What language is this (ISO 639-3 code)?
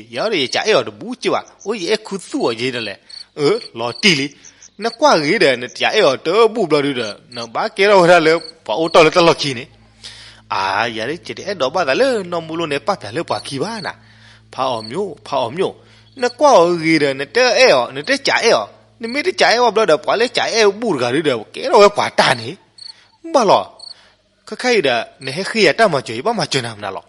ksw